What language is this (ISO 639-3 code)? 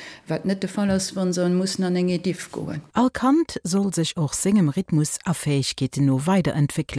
ltz